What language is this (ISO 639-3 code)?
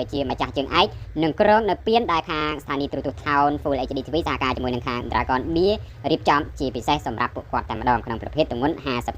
khm